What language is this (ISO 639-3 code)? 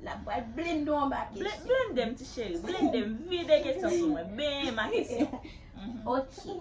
hat